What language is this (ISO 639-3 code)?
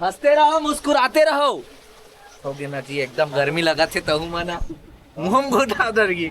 hne